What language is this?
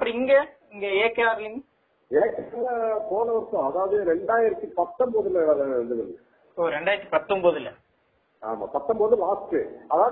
Tamil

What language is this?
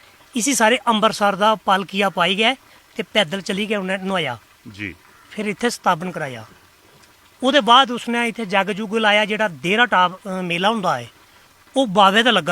Dogri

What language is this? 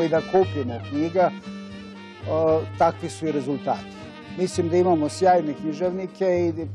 Serbian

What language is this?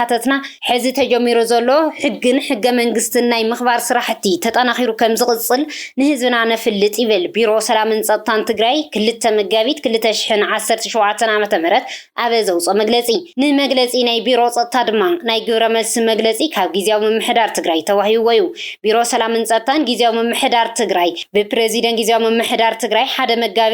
Tigrinya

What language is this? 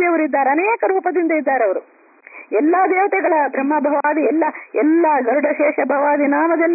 Kannada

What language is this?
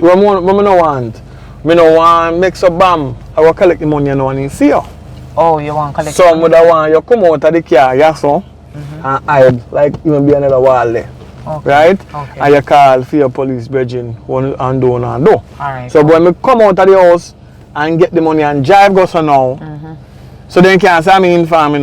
Jamaican Creole English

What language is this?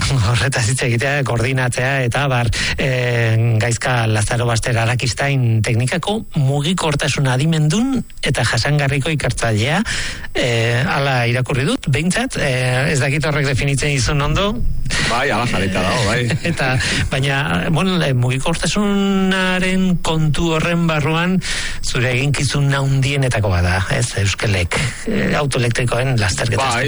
Basque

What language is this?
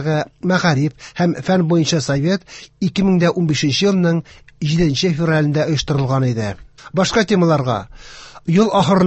Tatar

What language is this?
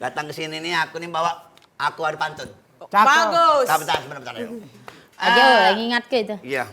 Musi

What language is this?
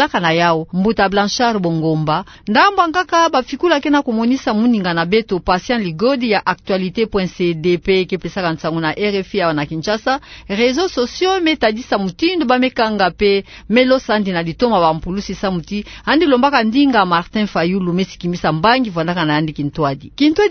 Kituba (Democratic Republic of Congo)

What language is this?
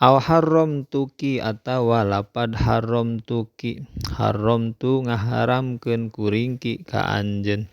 Sundanese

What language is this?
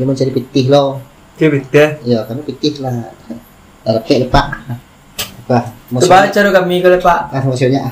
Minangkabau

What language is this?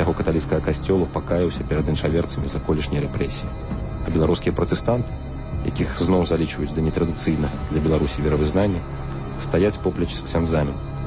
Belarusian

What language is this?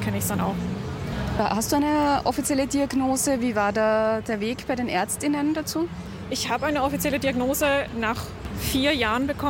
German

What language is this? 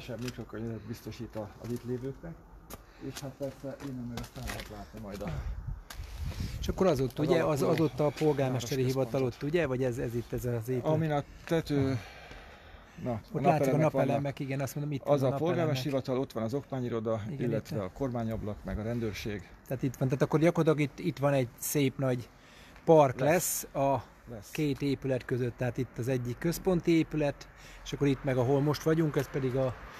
Hungarian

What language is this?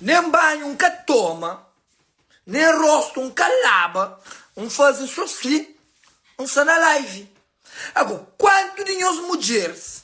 Kabuverdianu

